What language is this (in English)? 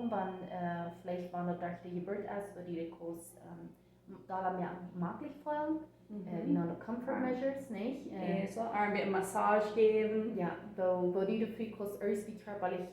Plautdietsch